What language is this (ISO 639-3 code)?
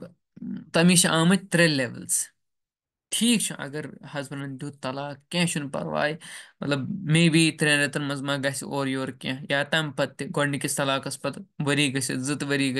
kas